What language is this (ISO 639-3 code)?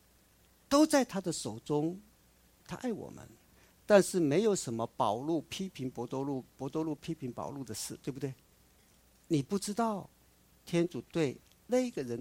zho